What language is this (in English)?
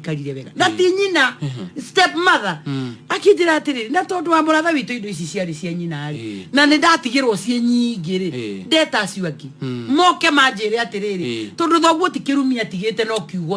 Kikuyu